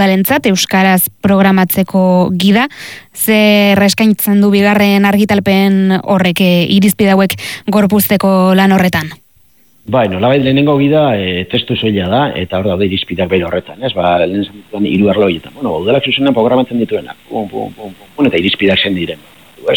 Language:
Basque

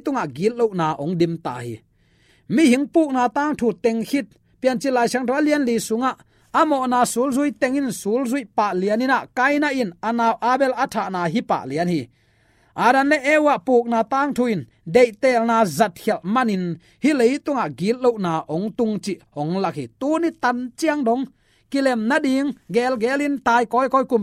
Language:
Tedim Chin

